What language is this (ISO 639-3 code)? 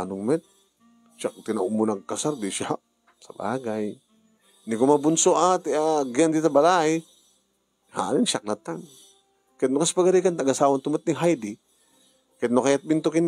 ilo